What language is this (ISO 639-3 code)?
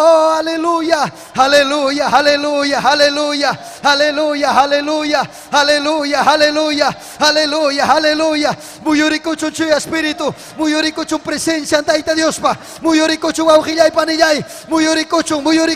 quy